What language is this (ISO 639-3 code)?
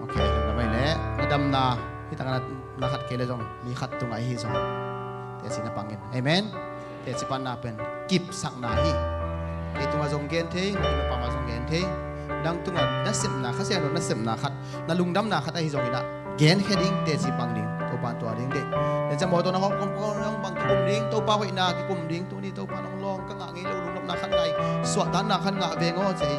ctd